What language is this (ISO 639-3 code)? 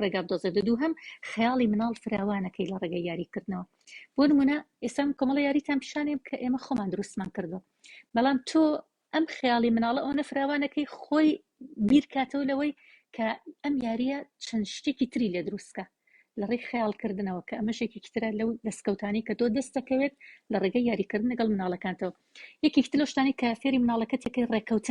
ckb